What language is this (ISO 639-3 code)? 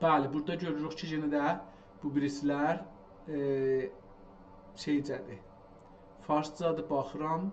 azb